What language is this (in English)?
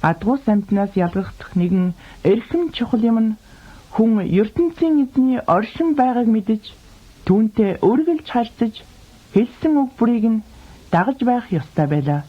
Mongolian